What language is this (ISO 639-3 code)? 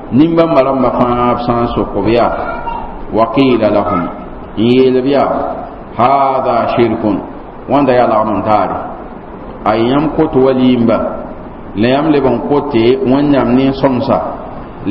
mos